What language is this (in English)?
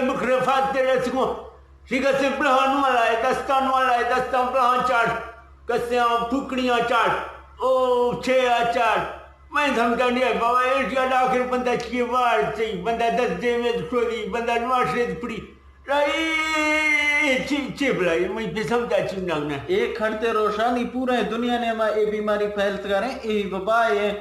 Eastern Balochi